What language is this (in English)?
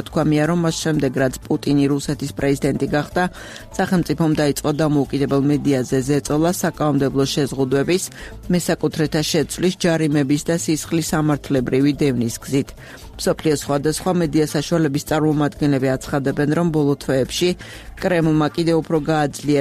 Georgian